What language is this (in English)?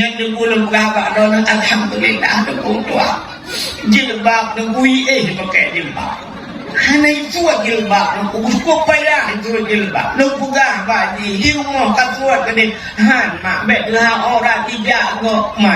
Achinese